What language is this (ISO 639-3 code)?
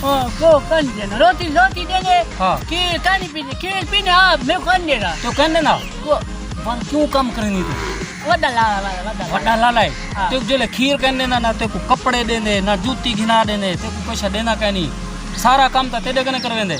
skr